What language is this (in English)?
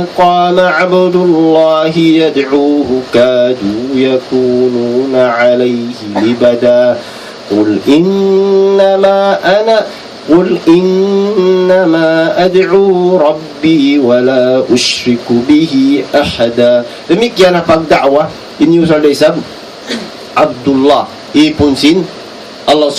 Tausug